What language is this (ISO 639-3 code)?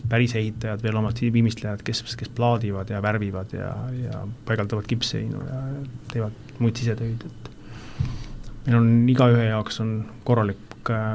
est